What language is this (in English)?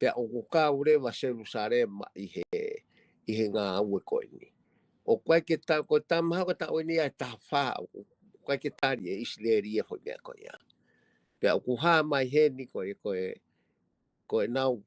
Tongan